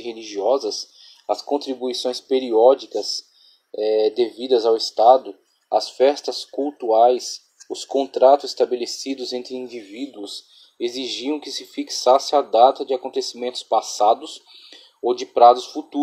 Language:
Portuguese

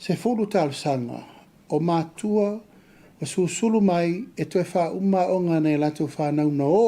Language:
Samoan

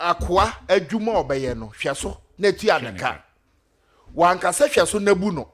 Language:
Akan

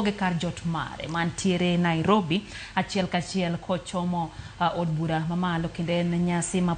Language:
Luo (Kenya and Tanzania)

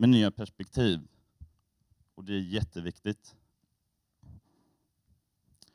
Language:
Swedish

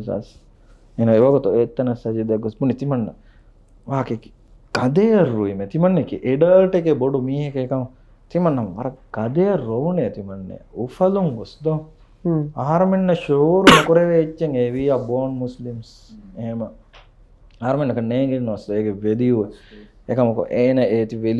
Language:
Divehi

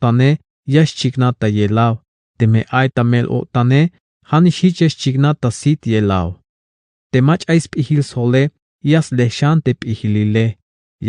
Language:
Tzeltal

